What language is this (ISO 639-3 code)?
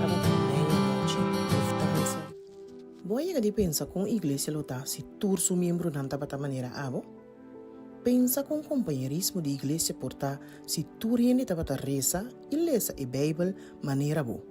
pap